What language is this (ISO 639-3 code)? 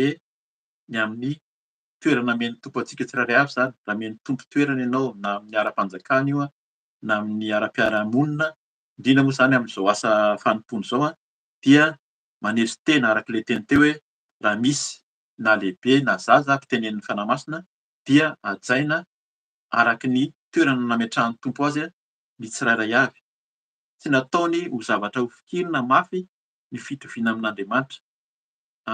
mlg